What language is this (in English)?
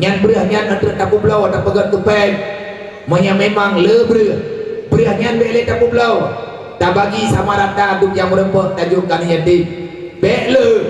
Achinese